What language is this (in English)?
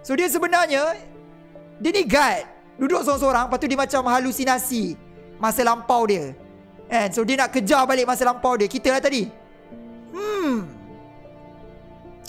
Malay